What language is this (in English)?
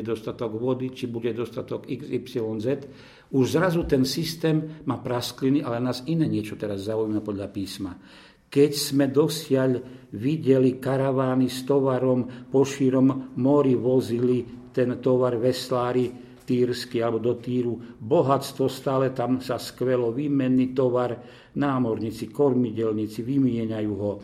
Slovak